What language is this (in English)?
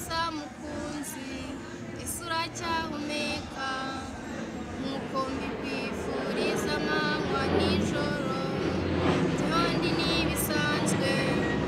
Kinyarwanda